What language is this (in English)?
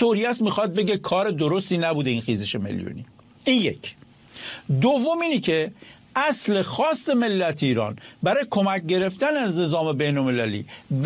Persian